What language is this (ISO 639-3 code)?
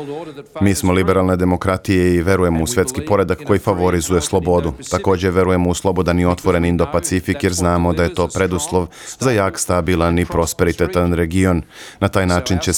srp